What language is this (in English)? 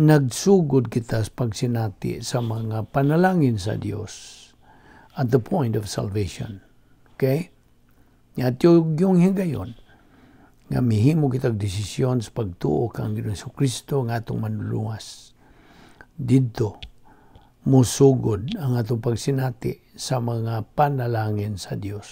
Cebuano